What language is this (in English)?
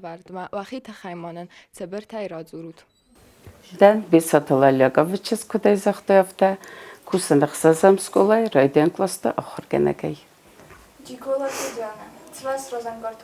Ossetic